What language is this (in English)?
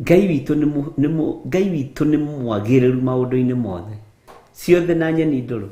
Kikuyu